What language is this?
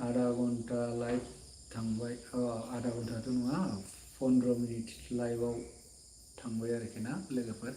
Bodo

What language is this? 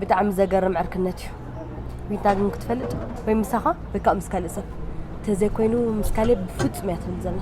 Tigrinya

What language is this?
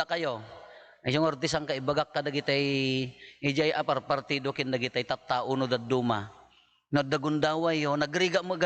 Iloko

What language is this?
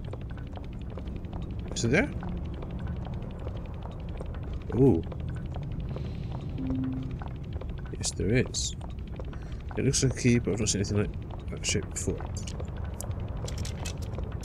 English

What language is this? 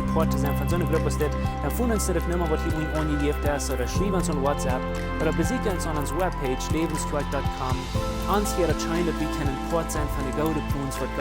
Plautdietsch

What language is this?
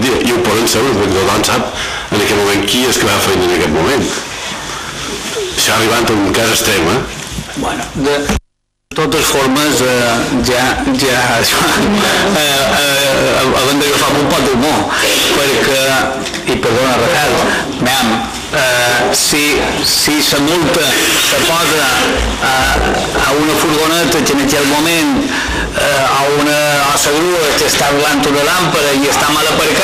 Catalan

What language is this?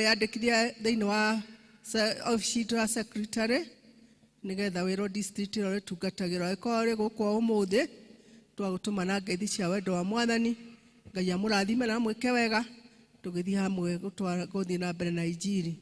Kikuyu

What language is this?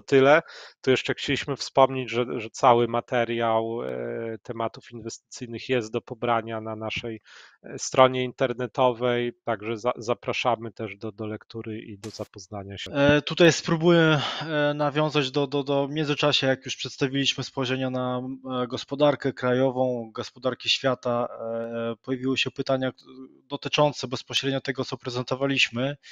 Polish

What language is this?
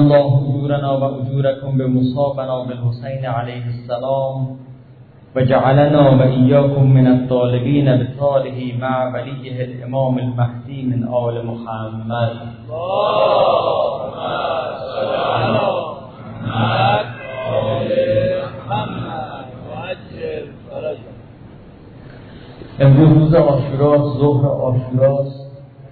Persian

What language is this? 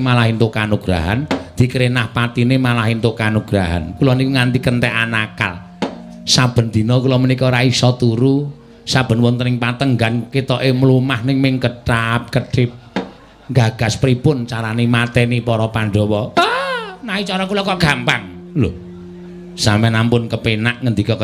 Javanese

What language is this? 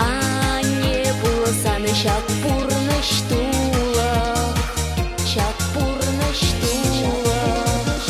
Chuvash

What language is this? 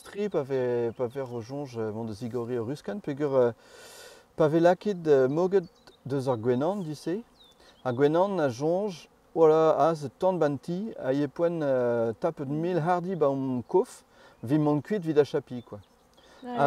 Breton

